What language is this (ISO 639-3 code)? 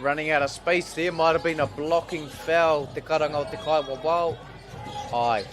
mri